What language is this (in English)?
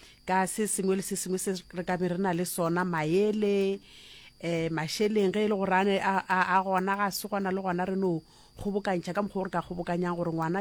Northern Sotho